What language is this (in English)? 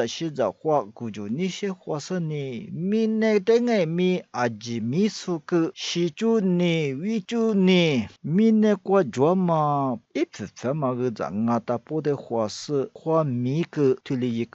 Lisu